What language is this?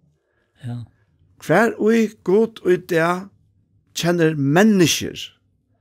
Faroese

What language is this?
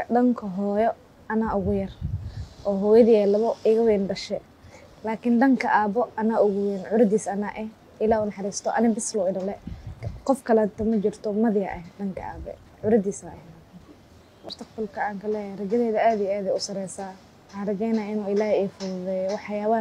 Somali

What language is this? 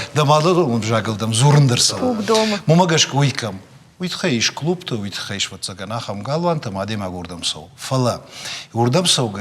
Ossetic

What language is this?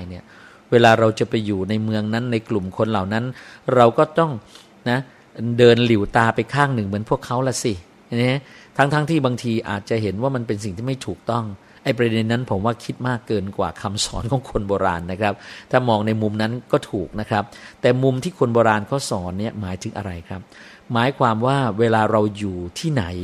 Thai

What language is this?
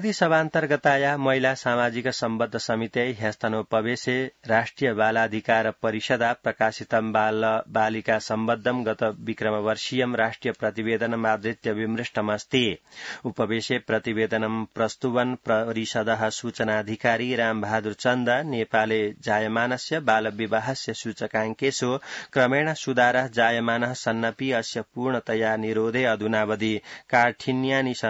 Sanskrit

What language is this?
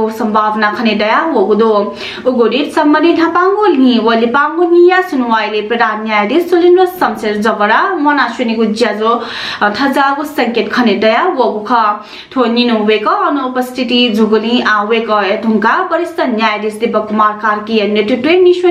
Newari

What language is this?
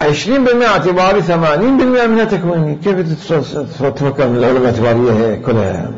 Mesopotamian Arabic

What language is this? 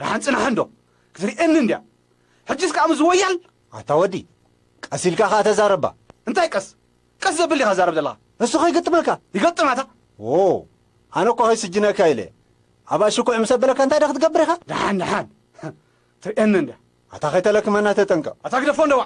Tigrinya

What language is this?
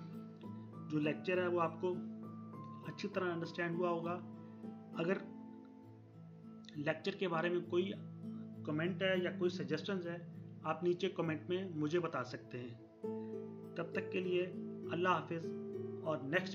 Hindi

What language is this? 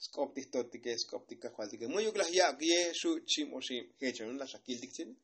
Tzotzil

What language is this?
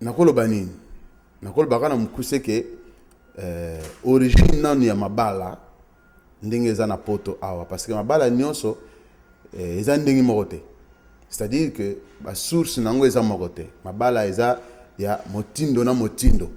Lingala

